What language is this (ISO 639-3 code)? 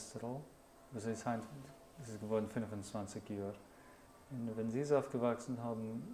yid